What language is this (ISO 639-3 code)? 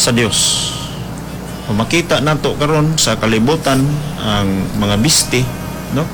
ceb